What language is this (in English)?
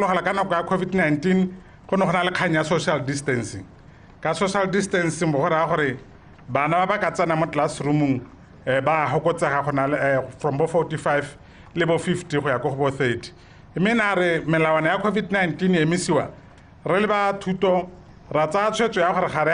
Tswana